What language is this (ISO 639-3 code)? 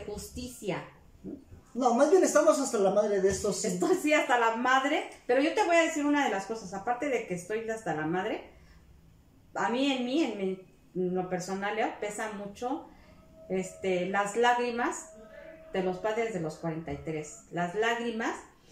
spa